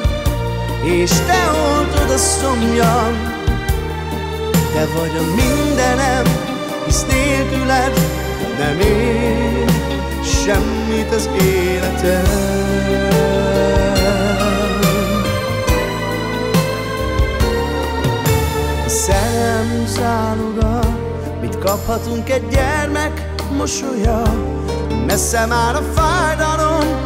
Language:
Hungarian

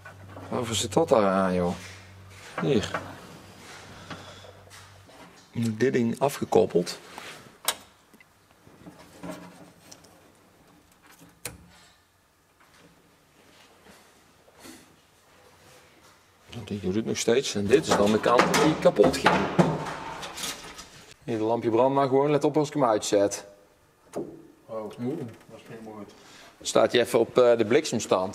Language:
Dutch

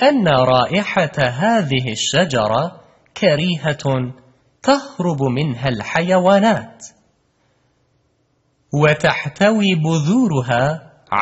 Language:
Persian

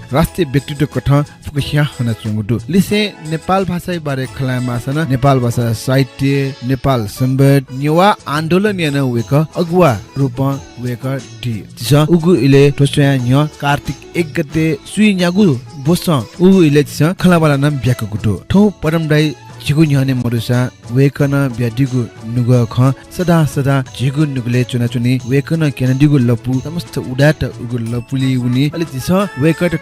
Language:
Newari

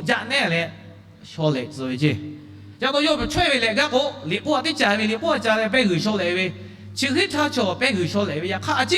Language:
Lahu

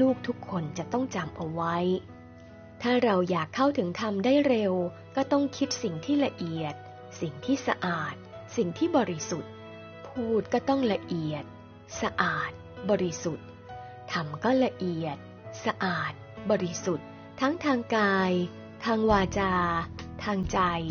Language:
Thai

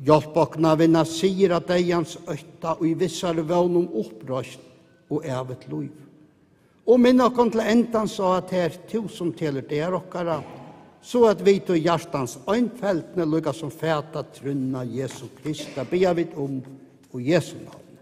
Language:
Faroese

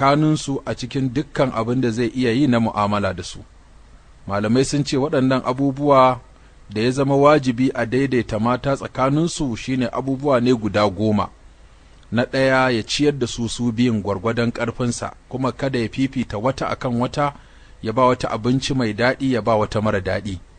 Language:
Hausa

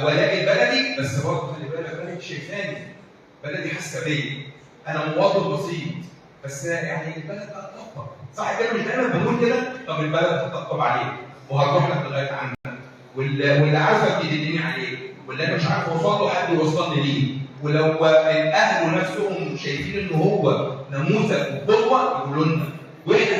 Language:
Egyptian Arabic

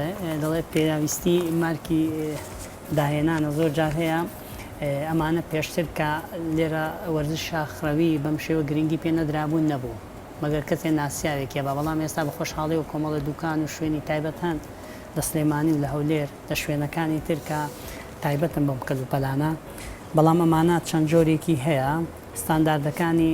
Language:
Central Kurdish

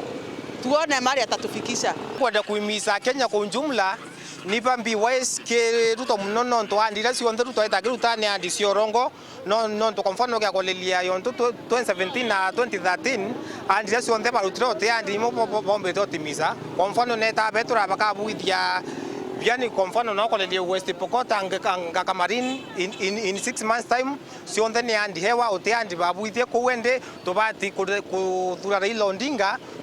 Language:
Meru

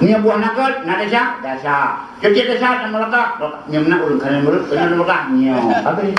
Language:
Achinese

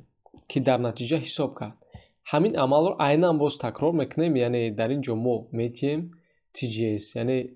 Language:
Tajik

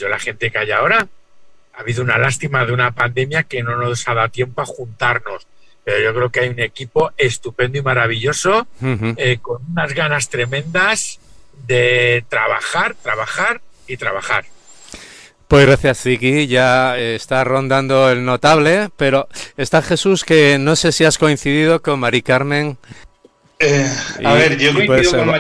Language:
Spanish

